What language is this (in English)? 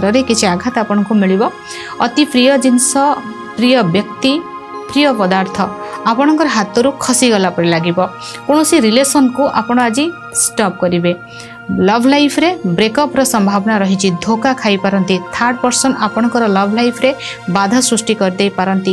Odia